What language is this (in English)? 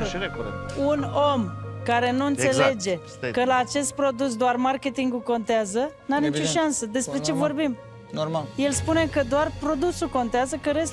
Romanian